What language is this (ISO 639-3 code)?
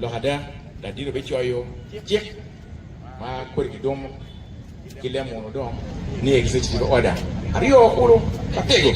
ach